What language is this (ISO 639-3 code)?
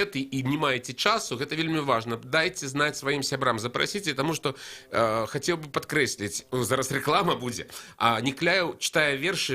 bel